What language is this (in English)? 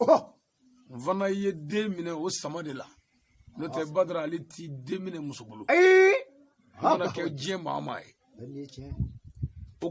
Bambara